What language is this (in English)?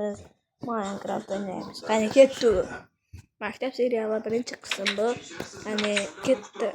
Uzbek